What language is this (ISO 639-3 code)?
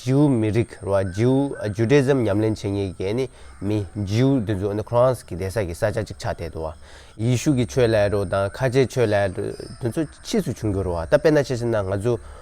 bod